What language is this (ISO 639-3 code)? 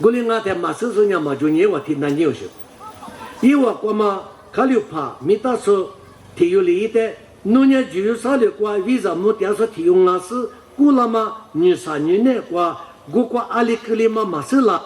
lis